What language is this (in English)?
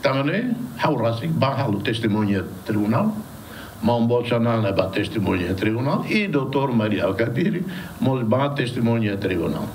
Tetum